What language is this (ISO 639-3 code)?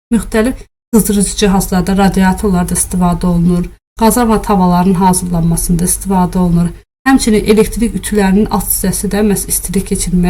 aze